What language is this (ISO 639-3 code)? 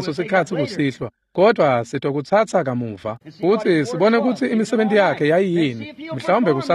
ssw